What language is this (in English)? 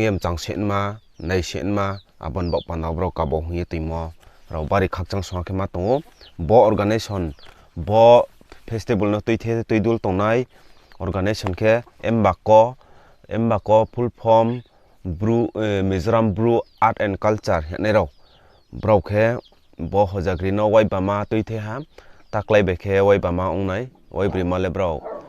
Riang (India)